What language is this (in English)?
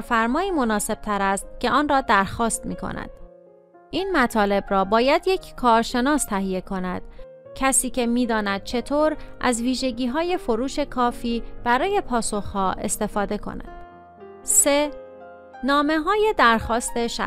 Persian